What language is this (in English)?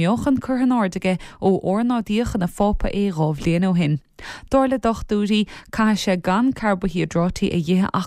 Irish